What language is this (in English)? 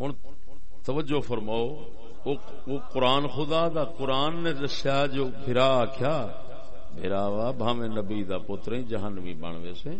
Saraiki